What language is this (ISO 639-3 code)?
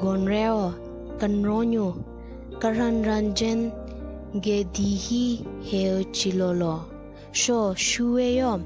nre